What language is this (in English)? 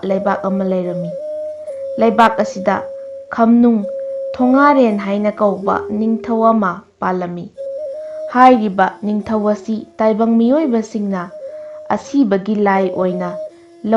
Manipuri